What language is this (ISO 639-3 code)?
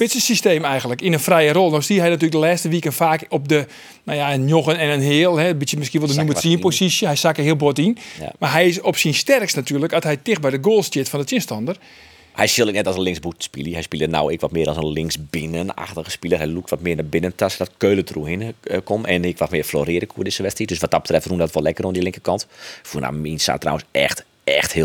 fry